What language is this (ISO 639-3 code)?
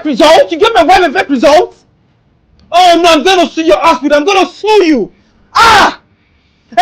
yor